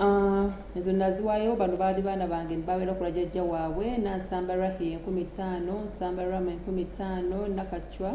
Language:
Ganda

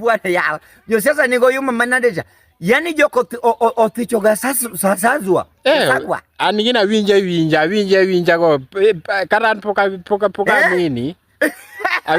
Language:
Luo (Kenya and Tanzania)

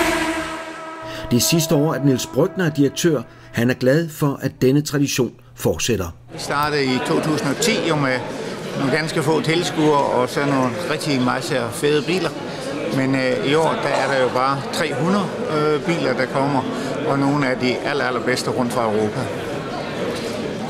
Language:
Danish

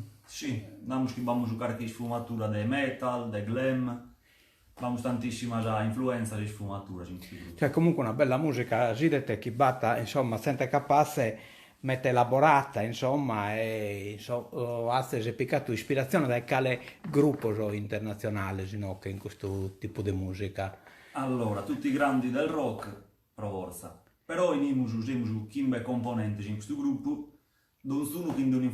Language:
Sardinian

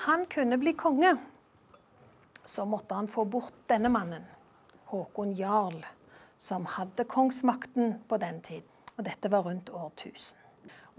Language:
Norwegian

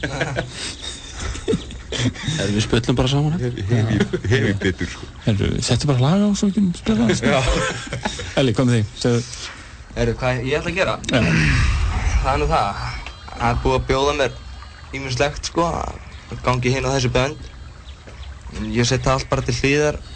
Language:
Icelandic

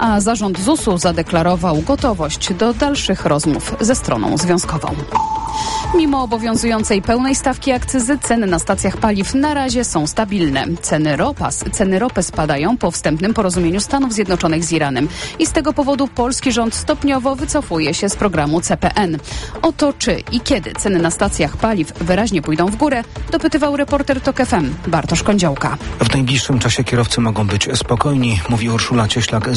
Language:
Polish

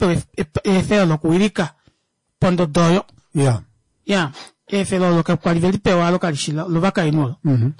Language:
Kuanyama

